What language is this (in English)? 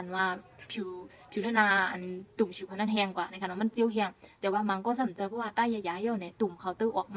Shan